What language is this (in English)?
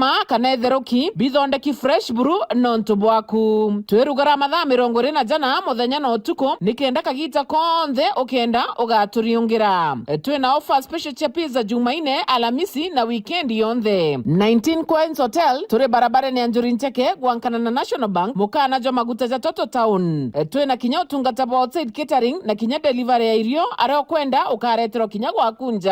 Meru